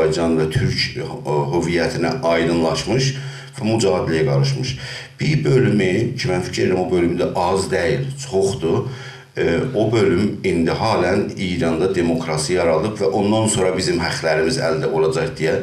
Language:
South Azerbaijani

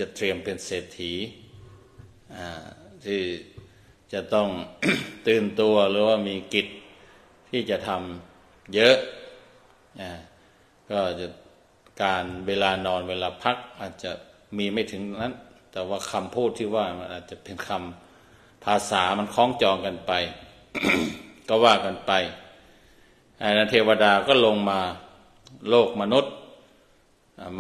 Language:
Thai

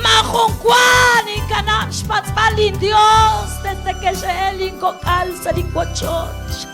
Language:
Kekchí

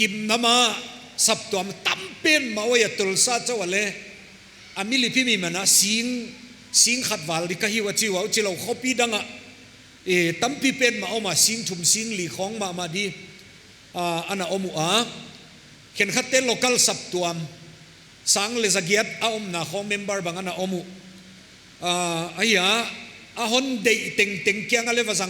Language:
Paite Chin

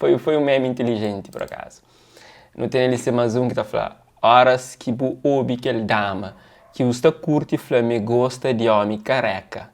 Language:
Kabuverdianu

